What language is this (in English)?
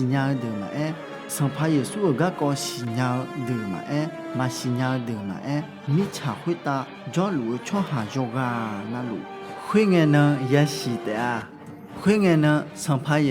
Akha